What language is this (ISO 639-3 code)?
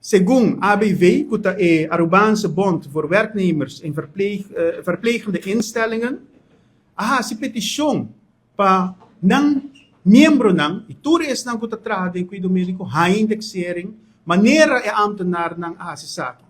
pap